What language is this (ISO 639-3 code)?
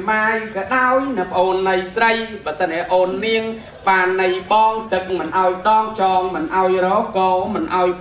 khm